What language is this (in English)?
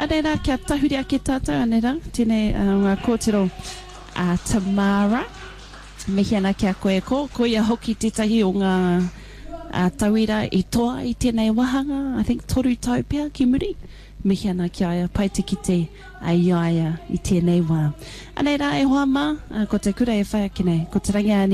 Māori